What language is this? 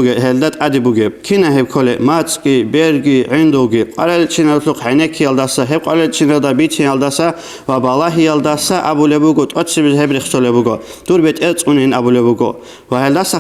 Avaric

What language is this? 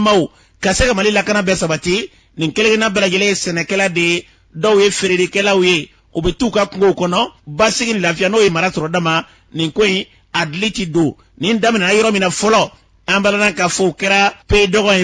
Bambara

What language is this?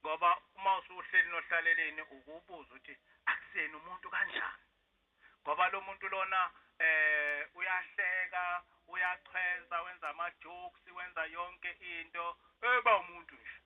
Zulu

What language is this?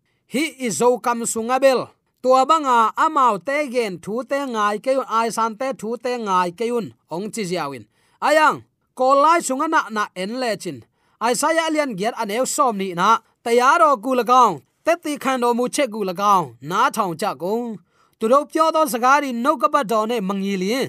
Tedim Chin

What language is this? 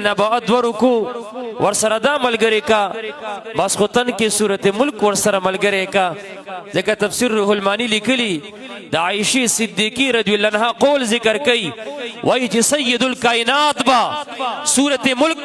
Pashto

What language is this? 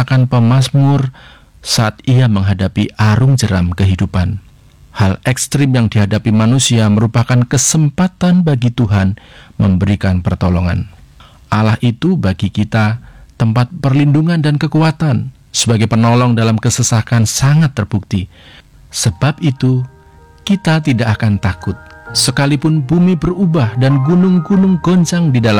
Indonesian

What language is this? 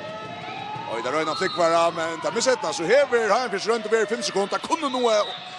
Faroese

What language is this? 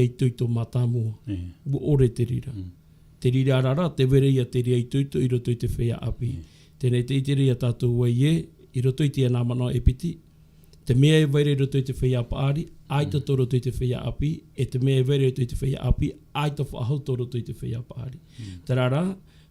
Tahitian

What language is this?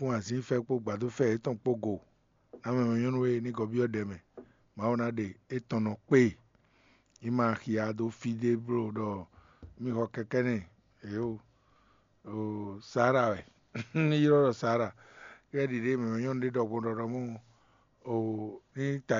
Fon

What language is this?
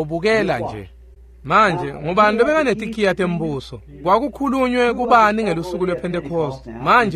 Swati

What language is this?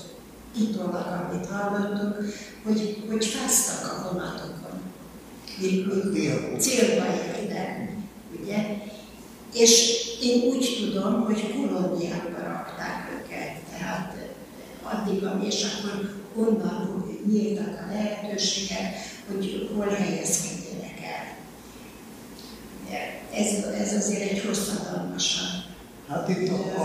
Hungarian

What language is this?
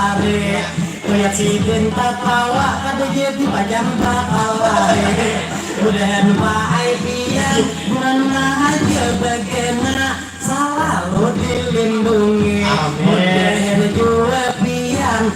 Banjar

